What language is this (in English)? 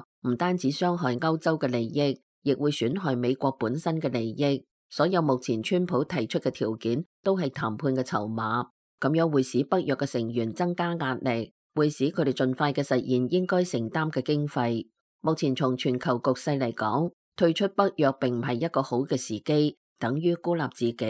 Cantonese